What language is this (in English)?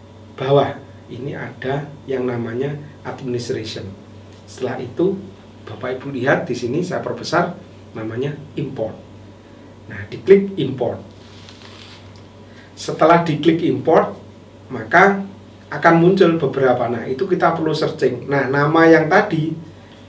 Indonesian